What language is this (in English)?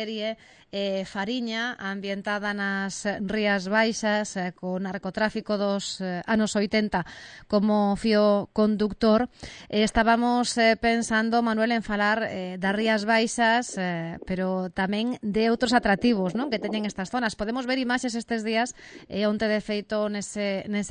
Galician